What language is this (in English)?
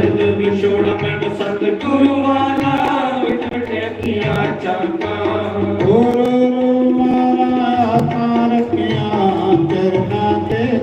Dogri